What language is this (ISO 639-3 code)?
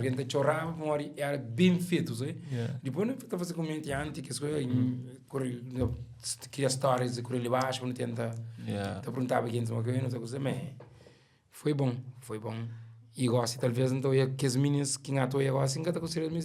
kea